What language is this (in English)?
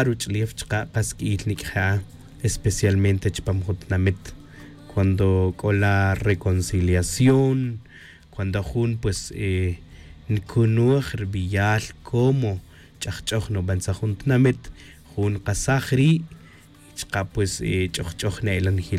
Tz'utujil